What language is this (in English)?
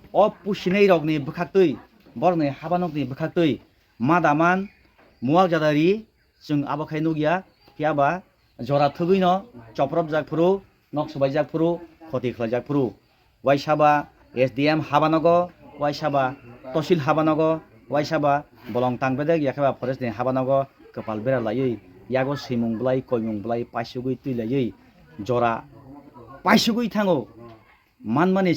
Kok Borok